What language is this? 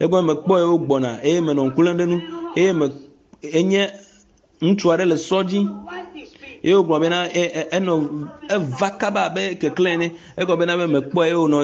Ewe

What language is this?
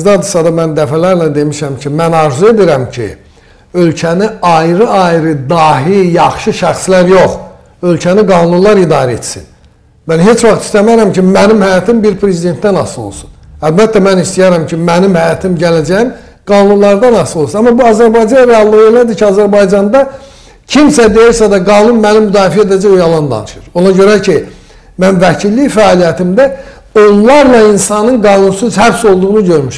Azerbaijani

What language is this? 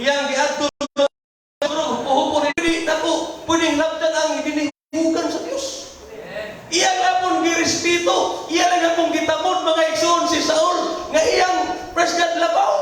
Cebuano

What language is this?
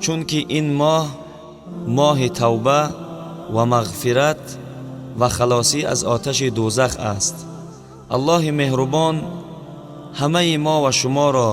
Tajik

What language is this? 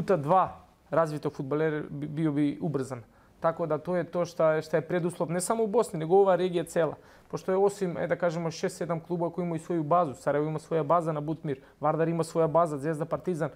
Bosnian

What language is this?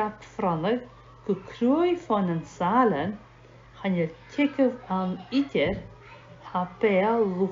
Scottish Gaelic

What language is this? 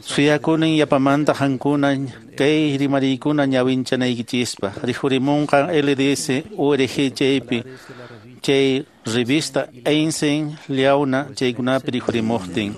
Quechua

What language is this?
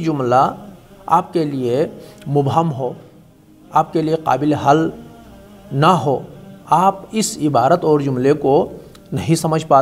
Urdu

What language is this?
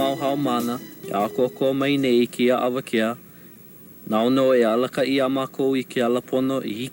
Hawaiian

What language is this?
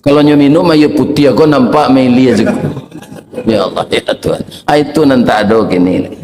Minangkabau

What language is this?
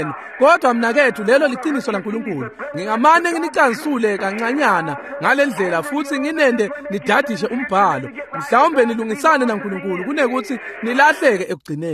Swati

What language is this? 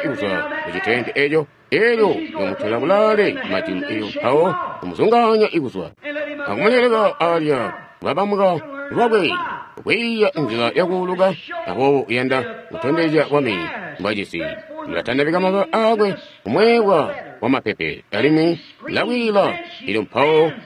Tonga (Zambia)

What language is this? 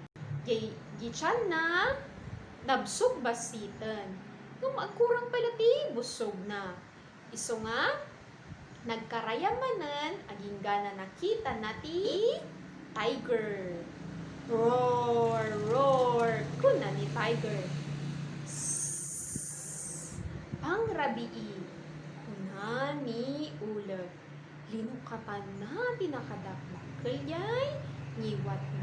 Iloko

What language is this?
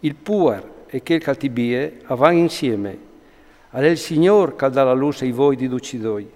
Friulian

